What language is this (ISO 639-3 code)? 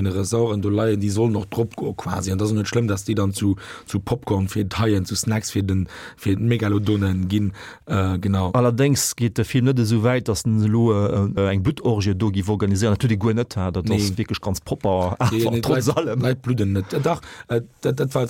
ltz